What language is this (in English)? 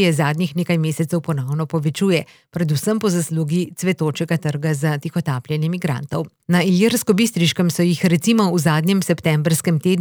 Slovenian